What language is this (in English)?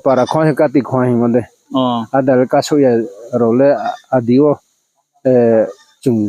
Riang (India)